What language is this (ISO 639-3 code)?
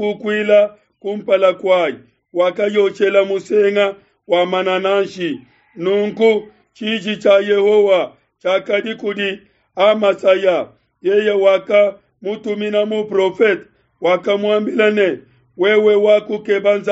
lua